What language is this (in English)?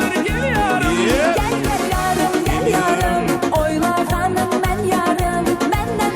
Kara-Kalpak